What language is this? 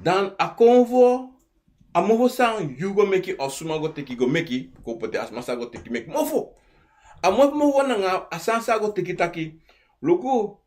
Sranan Tongo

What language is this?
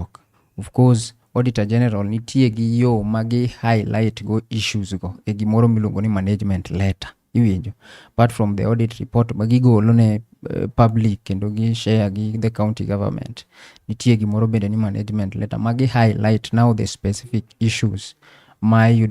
Luo (Kenya and Tanzania)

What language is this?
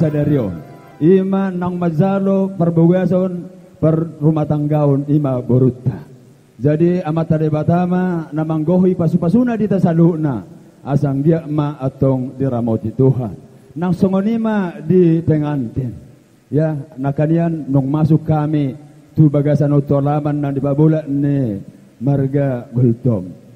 Batak Toba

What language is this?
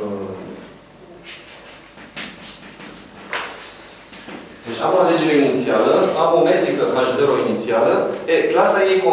Romanian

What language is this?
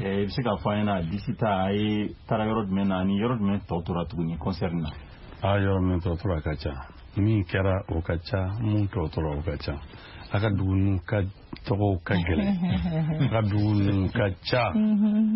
Bambara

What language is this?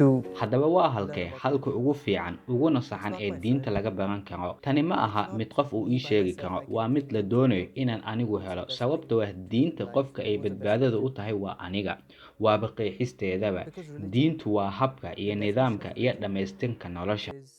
Somali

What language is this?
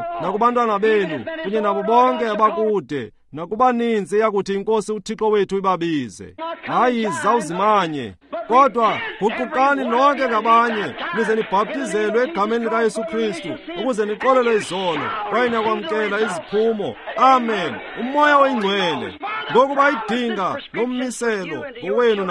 Xhosa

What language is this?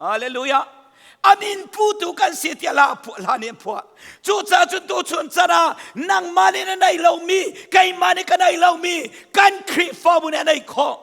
Hakha Chin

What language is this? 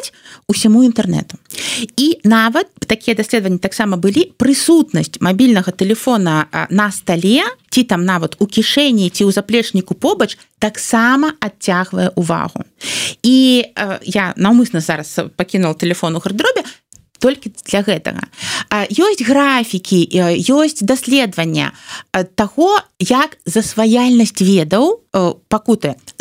Belarusian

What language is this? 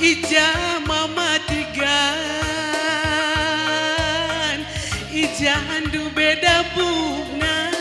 Batak Karo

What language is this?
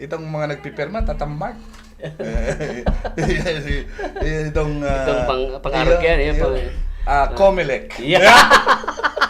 Bikol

